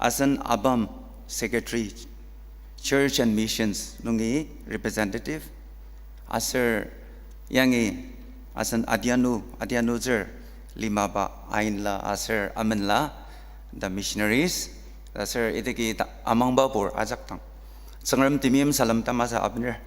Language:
Ao Naga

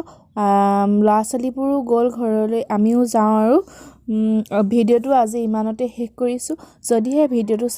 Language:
Assamese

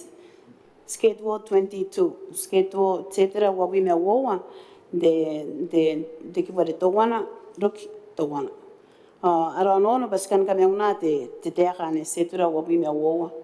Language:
Gilbertese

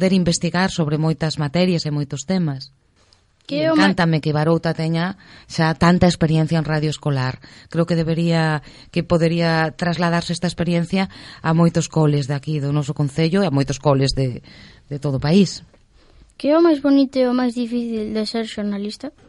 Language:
Galician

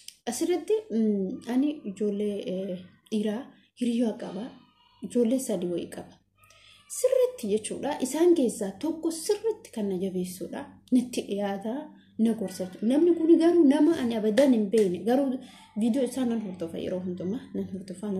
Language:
Oromo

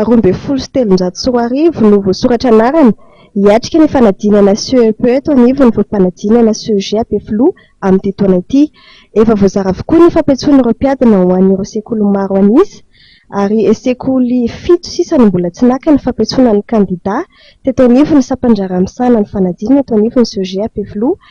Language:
Malagasy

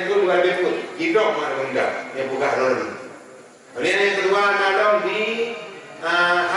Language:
Achinese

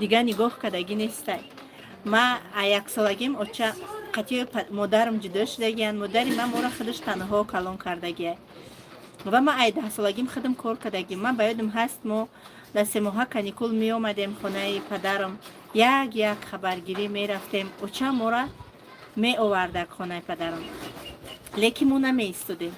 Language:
Tajik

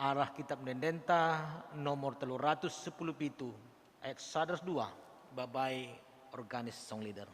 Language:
Batak Karo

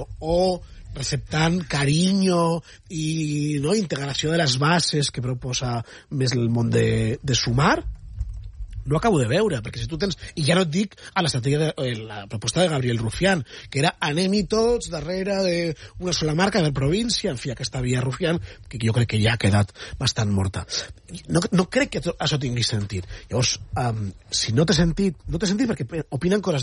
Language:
Catalan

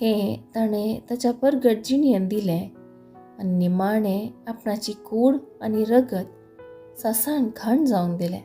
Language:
Konkani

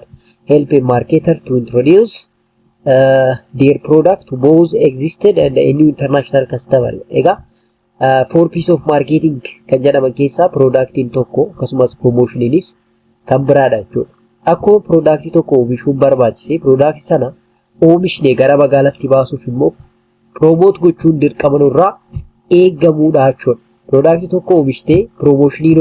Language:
Oromo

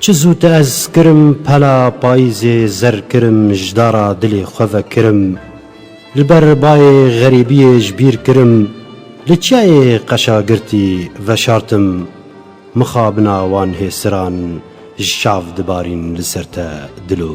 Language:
Kurdish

